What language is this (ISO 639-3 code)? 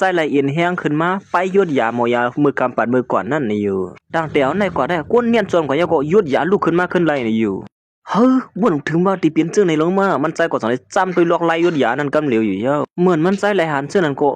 shn